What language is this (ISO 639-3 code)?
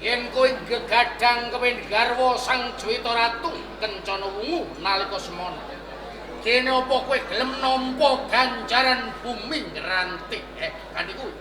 jav